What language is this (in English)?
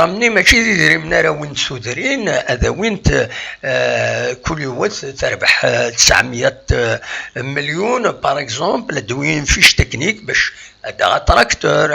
Kabyle